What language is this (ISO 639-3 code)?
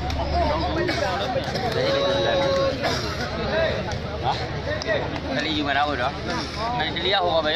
mya